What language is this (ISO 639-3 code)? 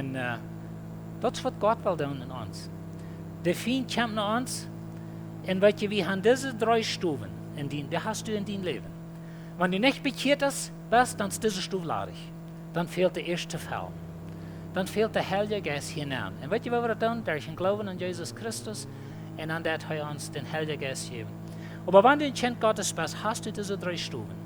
pdt